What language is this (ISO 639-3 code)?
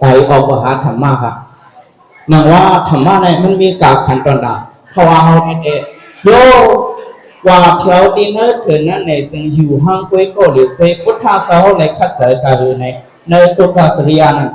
shn